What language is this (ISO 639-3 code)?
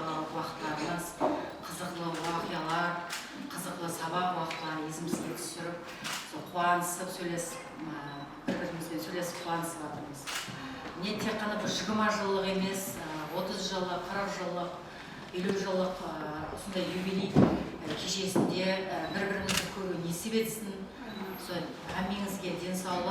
kaa